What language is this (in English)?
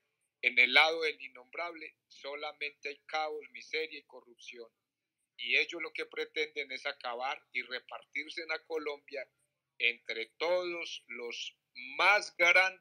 Spanish